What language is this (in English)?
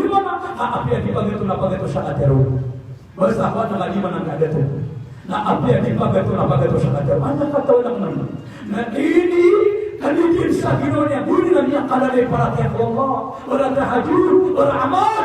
Maranao